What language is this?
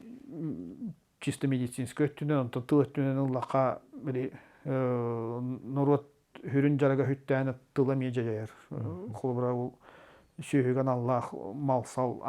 Yakut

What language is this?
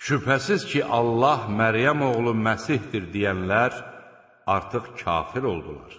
Azerbaijani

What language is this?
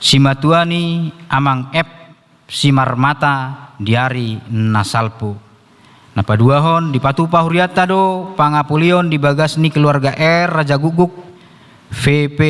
Batak Toba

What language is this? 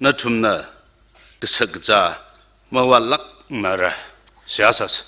Tangkhul Naga (India)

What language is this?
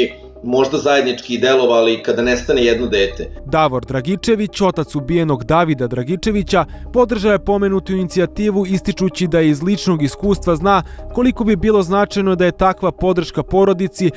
Serbian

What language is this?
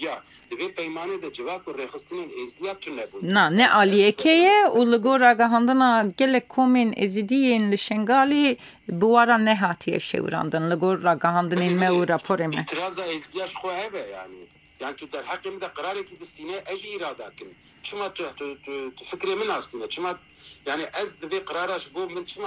Kurdish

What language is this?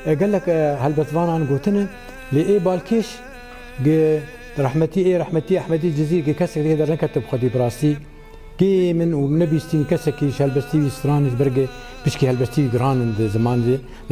Kurdish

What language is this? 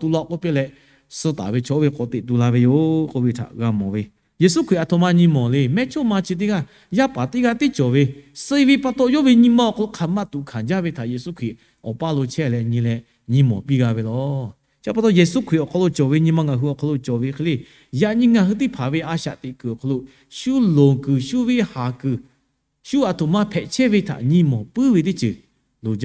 Lahu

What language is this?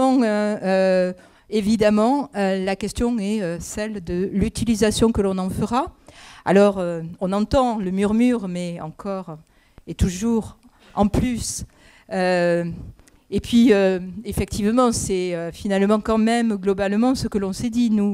French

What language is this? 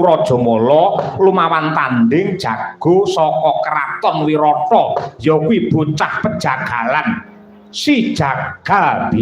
Javanese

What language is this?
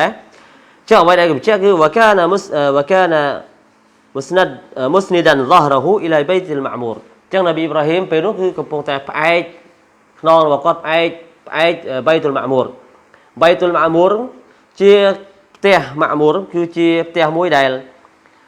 Khmer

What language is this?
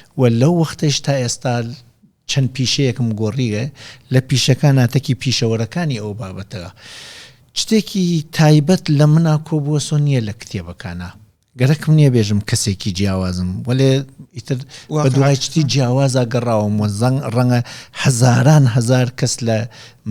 Central Kurdish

